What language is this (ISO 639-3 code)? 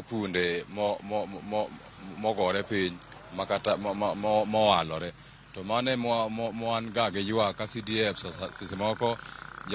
luo